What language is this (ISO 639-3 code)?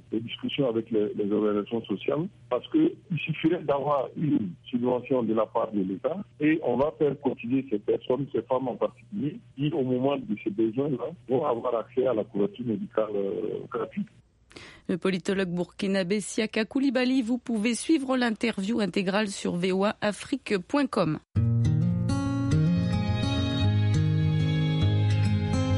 fra